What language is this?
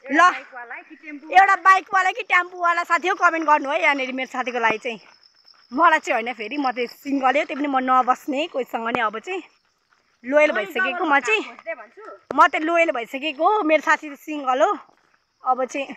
Nepali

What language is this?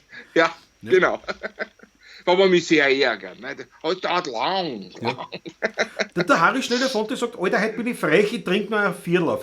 Bavarian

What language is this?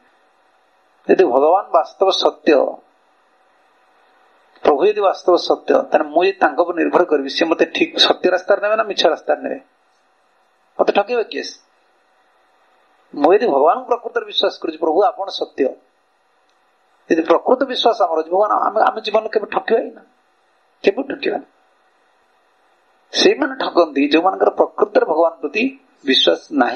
Odia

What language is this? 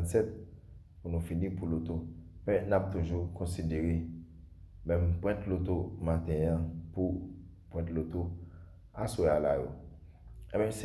Haitian Creole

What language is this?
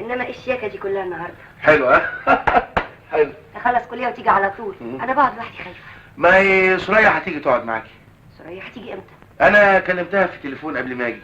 Egyptian Arabic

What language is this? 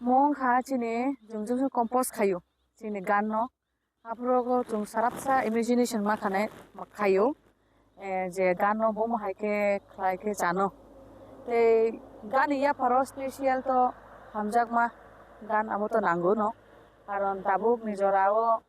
Kok Borok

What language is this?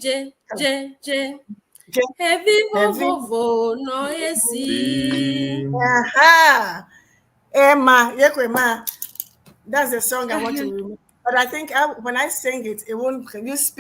Ewe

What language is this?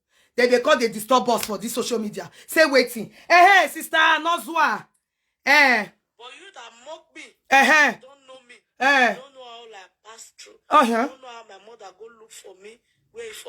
Nigerian Pidgin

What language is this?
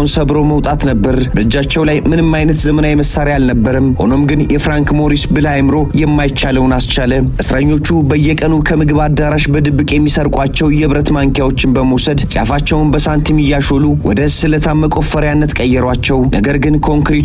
Amharic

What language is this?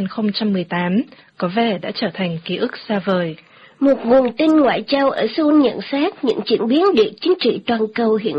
Vietnamese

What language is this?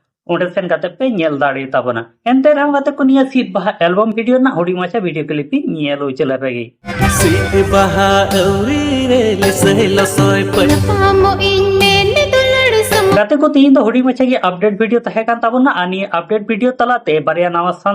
Santali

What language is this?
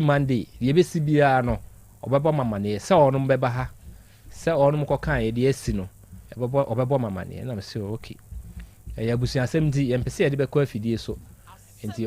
Akan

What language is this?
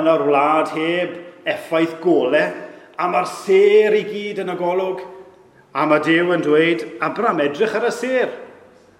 Welsh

